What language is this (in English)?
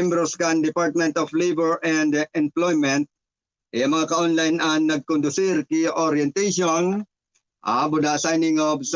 Bikol